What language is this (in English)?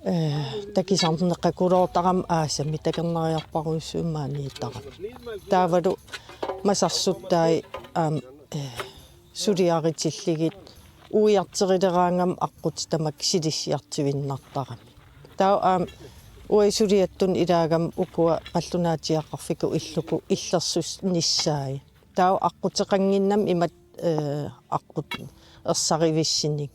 Kalaallisut